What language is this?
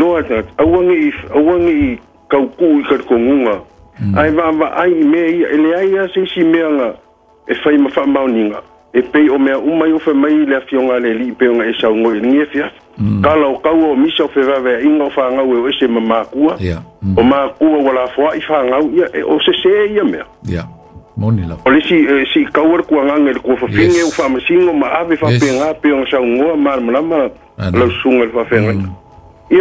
Samoan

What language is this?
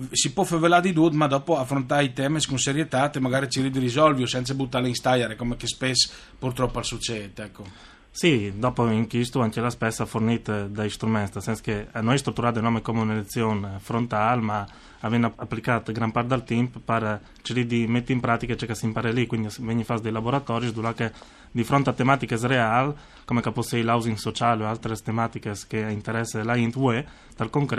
Friulian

